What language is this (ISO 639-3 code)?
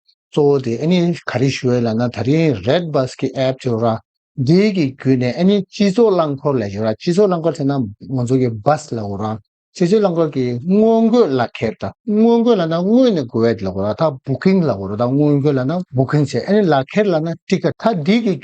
bod